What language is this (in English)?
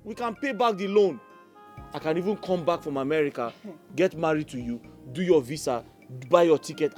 Nigerian Pidgin